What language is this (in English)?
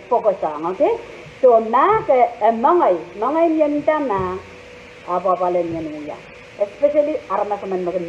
Pohnpeian